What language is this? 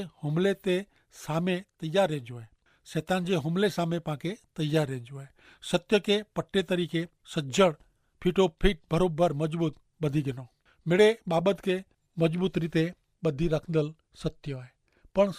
Kachhi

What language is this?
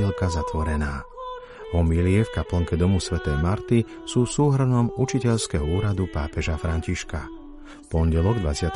Slovak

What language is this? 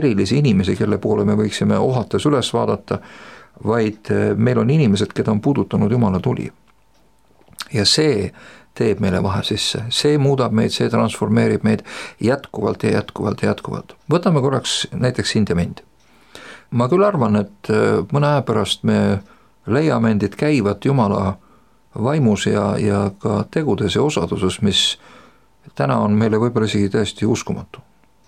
Estonian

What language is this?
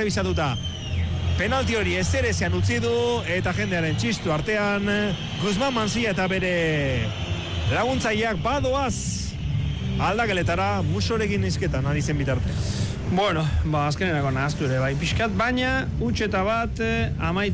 Basque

